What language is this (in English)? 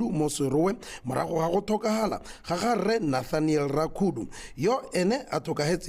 Tswana